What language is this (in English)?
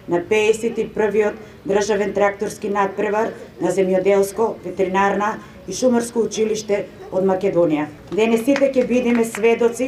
Macedonian